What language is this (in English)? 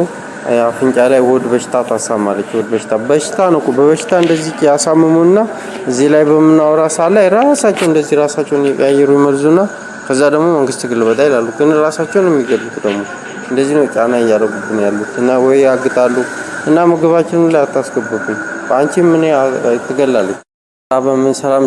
Amharic